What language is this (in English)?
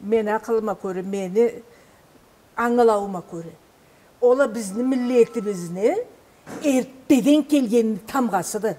Karachay-Balkar